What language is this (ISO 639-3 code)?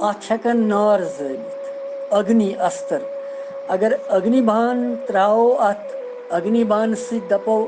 kas